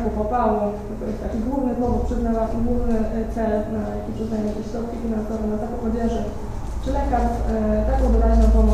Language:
Polish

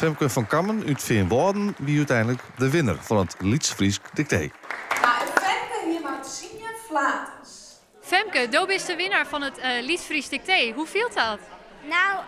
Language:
Western Frisian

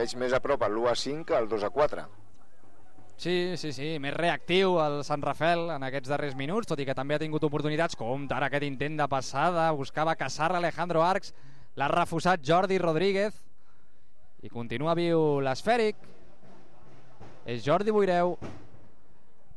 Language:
Catalan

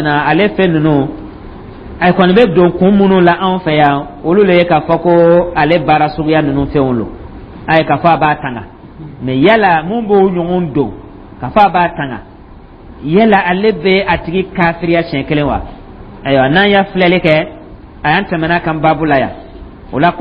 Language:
Dyula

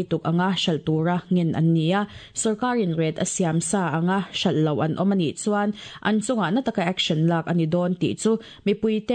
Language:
Mizo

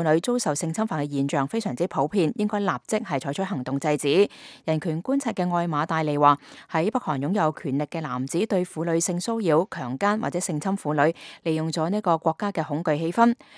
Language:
Cantonese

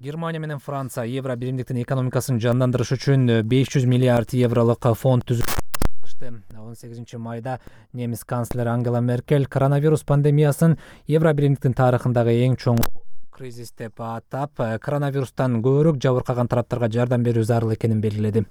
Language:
Kyrgyz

